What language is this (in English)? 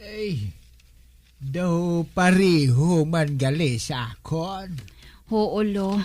Hiligaynon